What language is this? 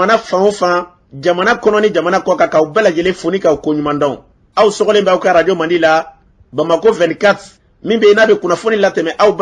Bambara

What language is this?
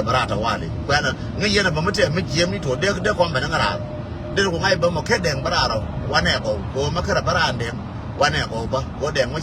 Nuer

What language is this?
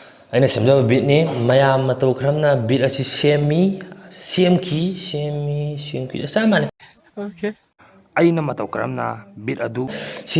Manipuri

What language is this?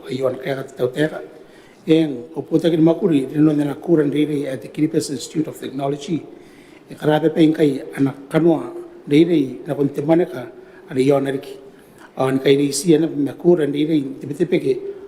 Gilbertese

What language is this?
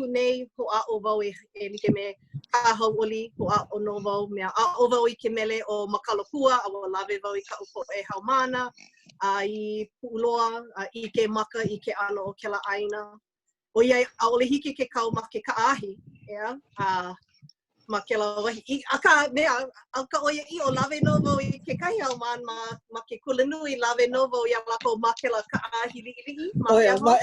Hawaiian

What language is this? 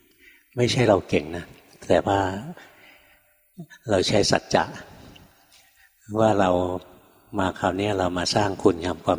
Thai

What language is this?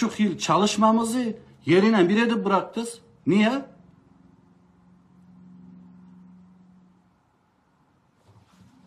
Turkish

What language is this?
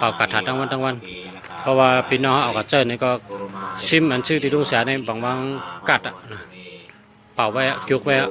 Shan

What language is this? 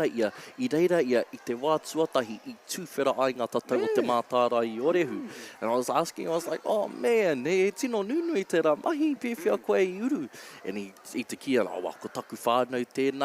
Māori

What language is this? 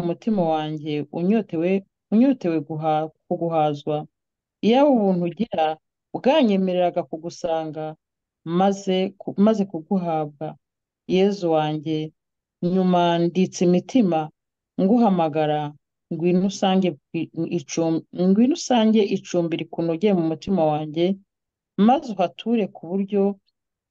Kinyarwanda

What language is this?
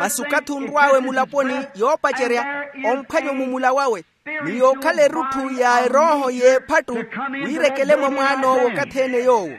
Makhuwa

